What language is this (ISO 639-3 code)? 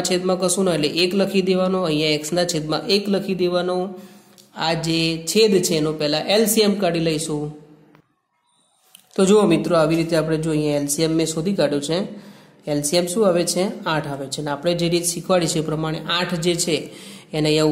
guj